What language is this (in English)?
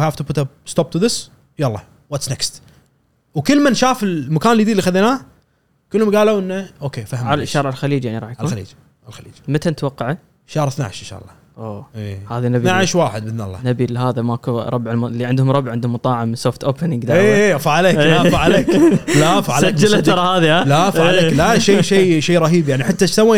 Gulf Arabic